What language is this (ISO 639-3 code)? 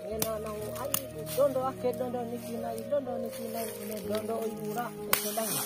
bhp